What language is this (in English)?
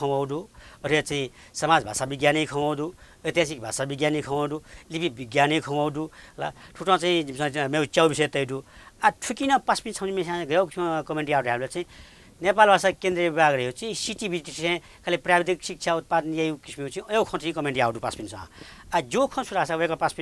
Newari